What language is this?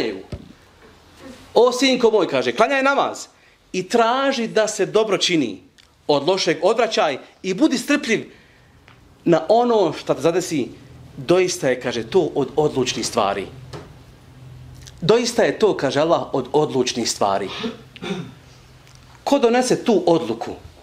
Bosnian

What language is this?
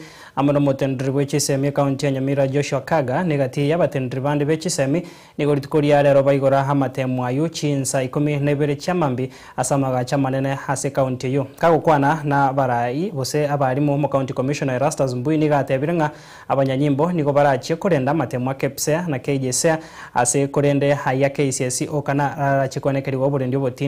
Gusii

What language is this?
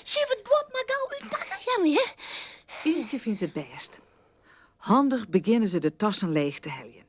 Western Frisian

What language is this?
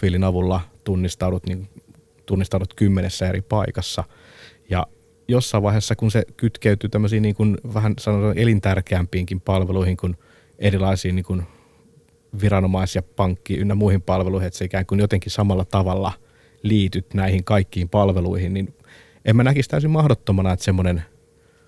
Finnish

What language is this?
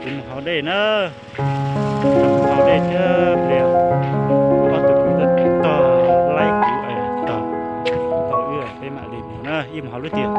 Hmong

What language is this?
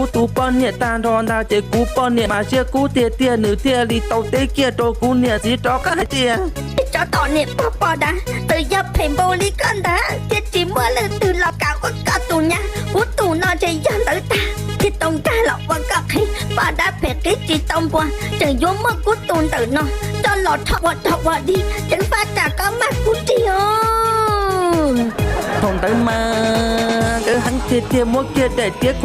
Hmong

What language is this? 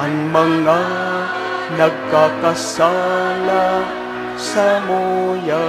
Bikol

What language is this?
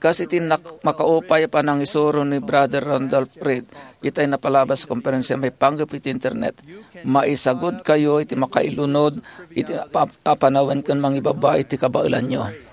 Iloko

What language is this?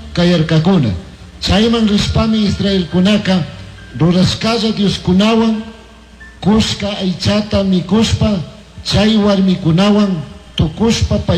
Chimborazo Highland Quichua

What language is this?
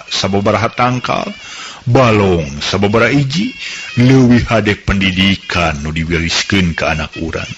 Sundanese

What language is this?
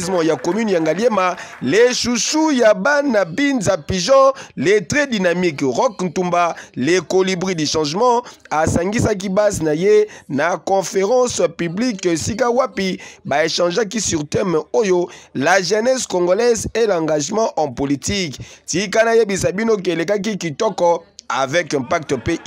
Lingala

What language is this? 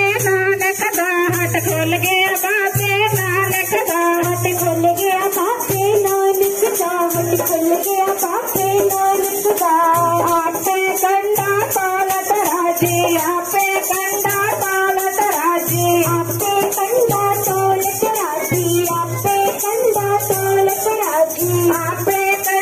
Punjabi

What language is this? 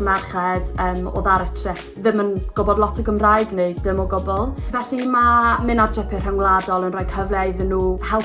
Welsh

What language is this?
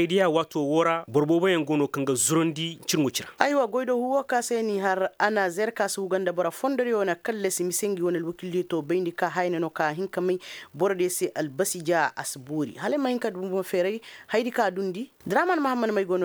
Koyraboro Senni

